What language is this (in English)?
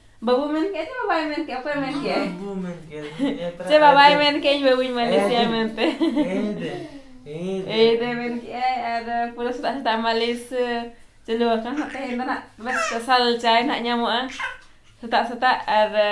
Santali